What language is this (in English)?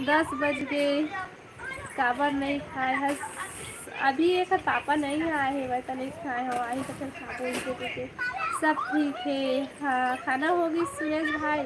Chhattisgarhi